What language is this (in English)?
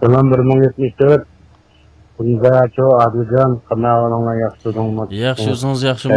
Uyghur